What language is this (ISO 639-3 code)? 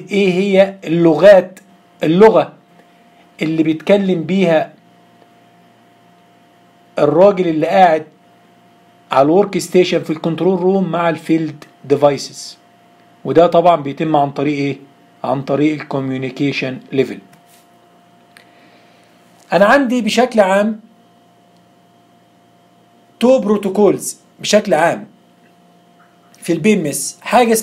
arz